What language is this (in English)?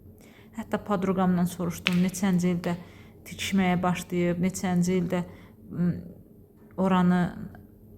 Azerbaijani